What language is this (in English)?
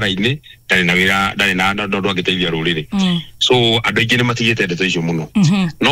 Kikuyu